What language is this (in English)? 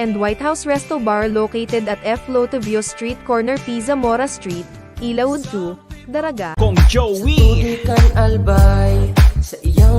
Bikol